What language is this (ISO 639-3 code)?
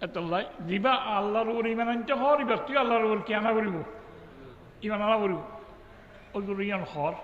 rhg